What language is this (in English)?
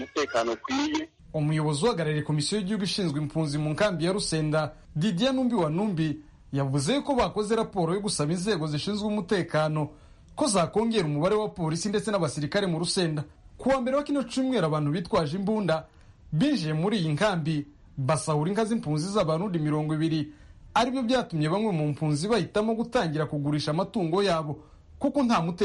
Kinyarwanda